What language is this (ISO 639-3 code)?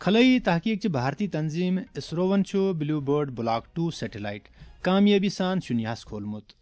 kas